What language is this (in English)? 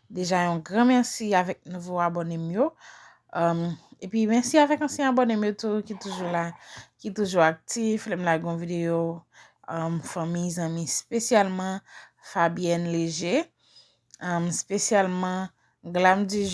Haitian Creole